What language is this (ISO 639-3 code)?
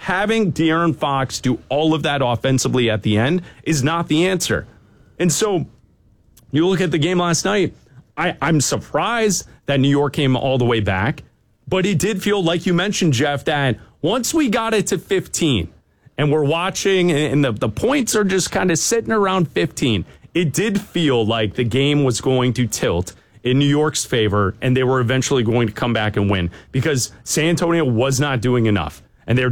eng